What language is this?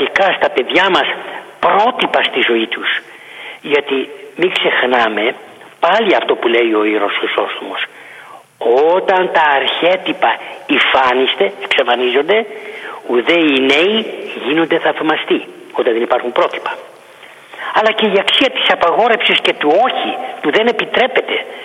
Greek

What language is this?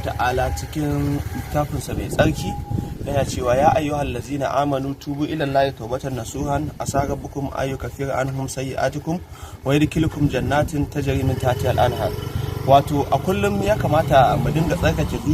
Hausa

